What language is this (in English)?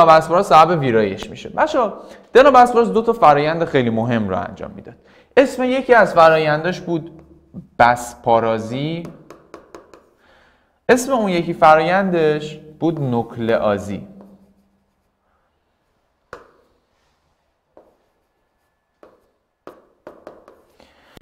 Persian